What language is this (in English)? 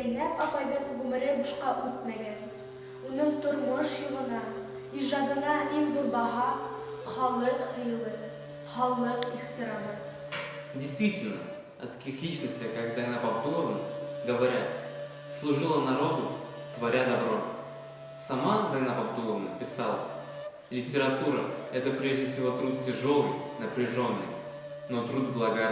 Bashkir